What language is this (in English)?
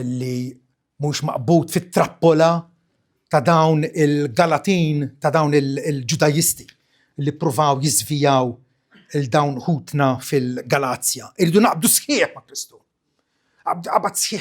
Maltese